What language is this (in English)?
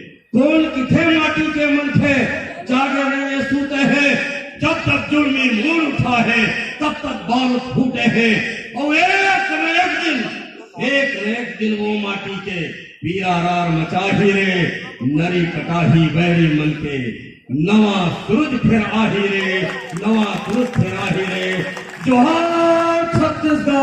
Chhattisgarhi